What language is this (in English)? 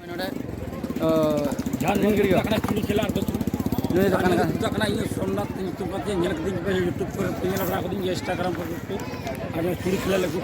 Santali